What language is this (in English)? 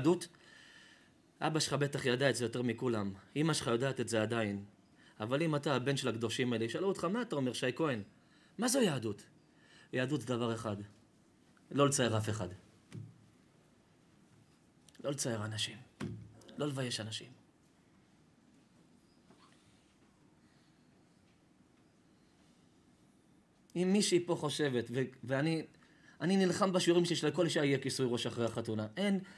Hebrew